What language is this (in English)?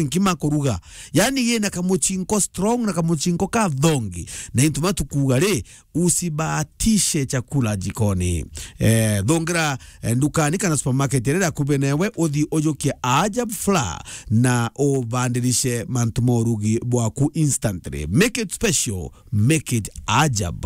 Meru